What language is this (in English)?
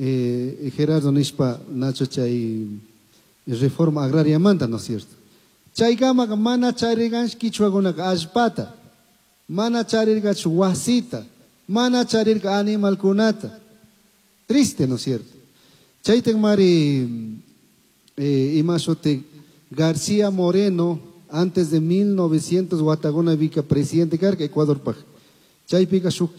Chimborazo Highland Quichua